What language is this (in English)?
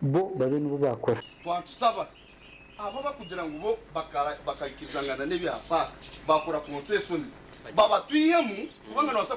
Nyankole